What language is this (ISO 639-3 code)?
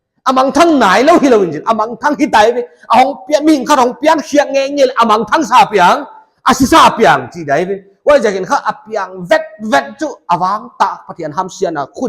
pck